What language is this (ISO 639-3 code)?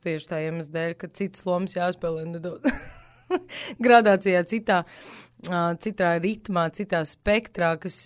lav